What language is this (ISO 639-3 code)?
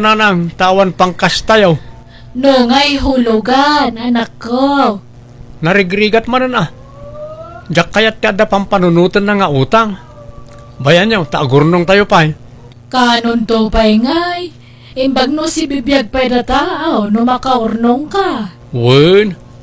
ilo